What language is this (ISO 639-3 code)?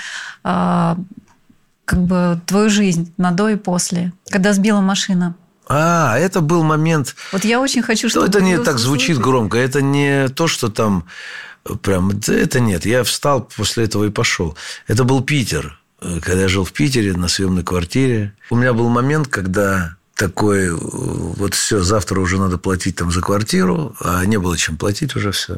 rus